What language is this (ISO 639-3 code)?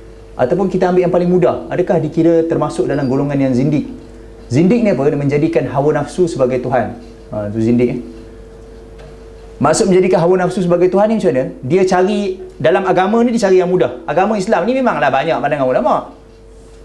msa